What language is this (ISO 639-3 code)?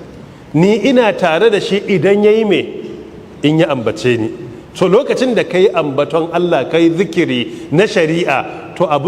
hau